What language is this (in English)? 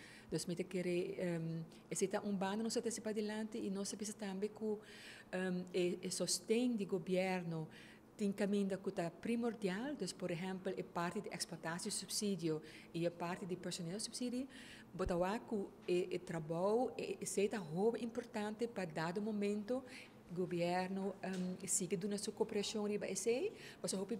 Papiamento